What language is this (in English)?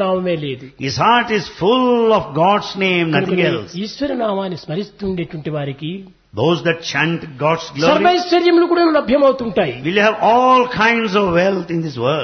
Telugu